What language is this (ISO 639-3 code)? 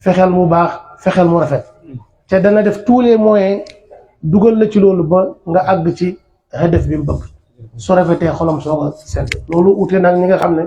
wol